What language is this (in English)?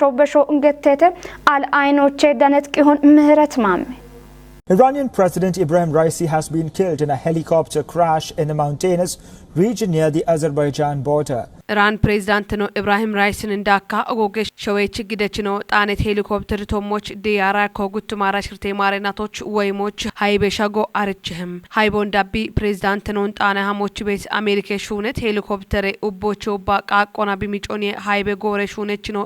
Kafa